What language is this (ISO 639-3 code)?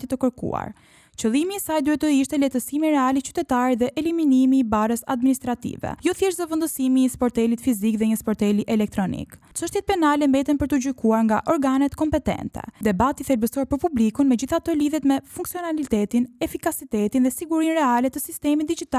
sqi